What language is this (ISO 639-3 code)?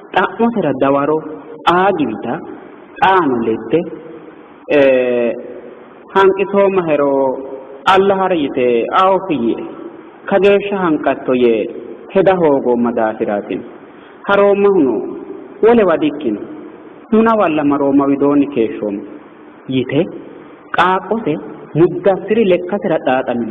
sid